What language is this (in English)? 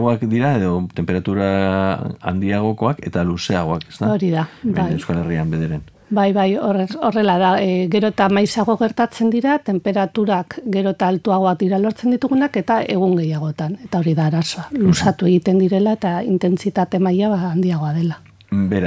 Basque